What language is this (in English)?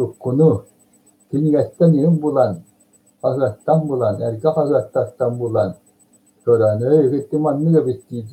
Yakut